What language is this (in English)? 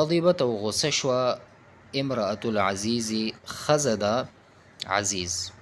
Pashto